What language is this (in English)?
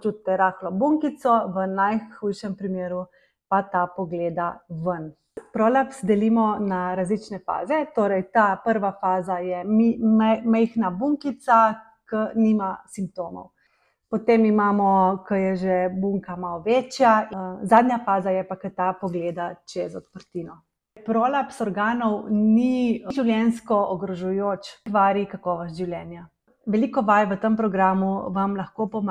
Slovenian